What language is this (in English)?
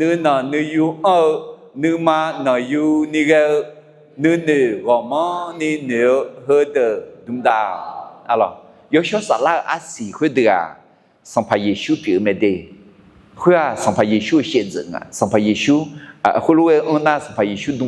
Akha